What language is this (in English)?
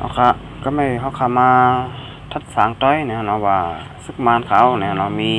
Shan